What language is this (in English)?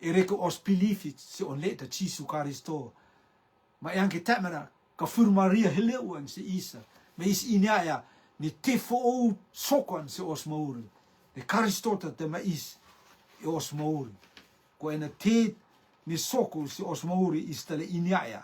Rotuman